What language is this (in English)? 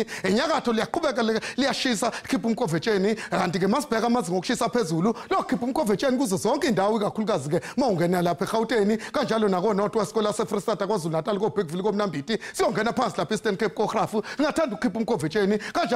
Zulu